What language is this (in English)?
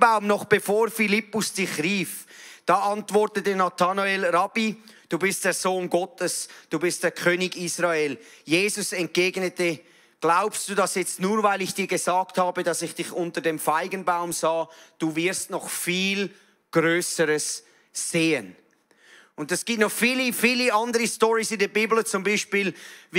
Swiss German